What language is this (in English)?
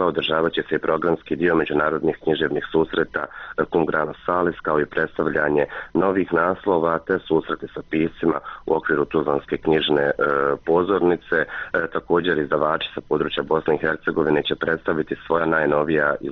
Bosnian